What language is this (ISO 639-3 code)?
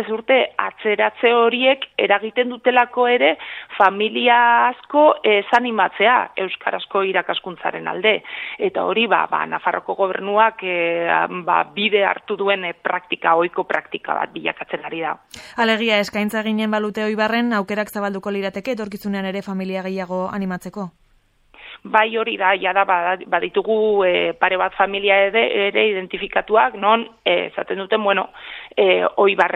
eus